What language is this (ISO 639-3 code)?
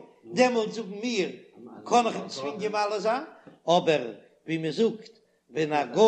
yid